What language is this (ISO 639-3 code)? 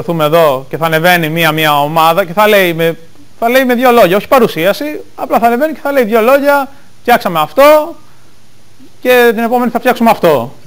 ell